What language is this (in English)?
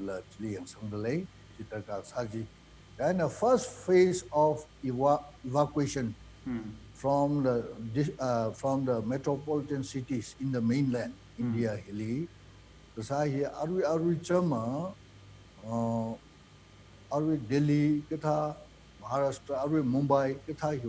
Tangkhul Naga (India)